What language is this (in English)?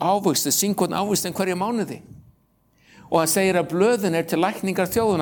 Icelandic